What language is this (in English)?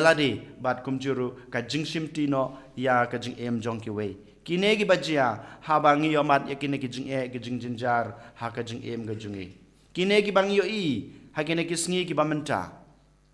Khasi